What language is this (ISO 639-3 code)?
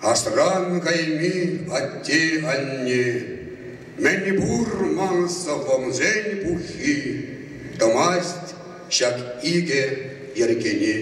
chv